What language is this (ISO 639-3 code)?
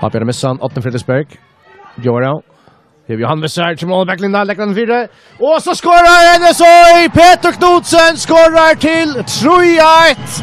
fao